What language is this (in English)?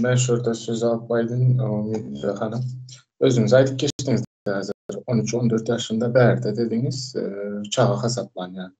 Turkmen